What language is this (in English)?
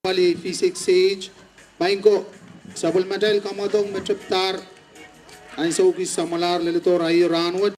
Pohnpeian